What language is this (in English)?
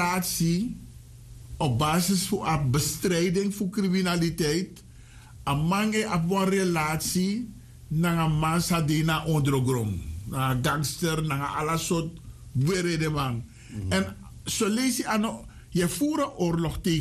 Sranan Tongo